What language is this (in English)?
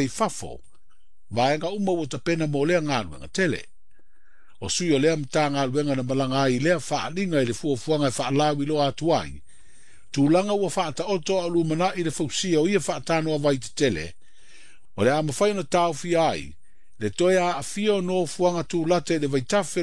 Samoan